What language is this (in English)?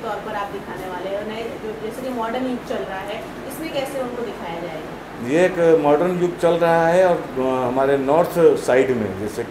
Hindi